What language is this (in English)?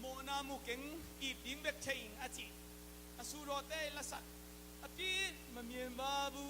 Tedim Chin